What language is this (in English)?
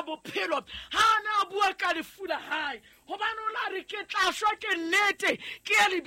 Southern Sotho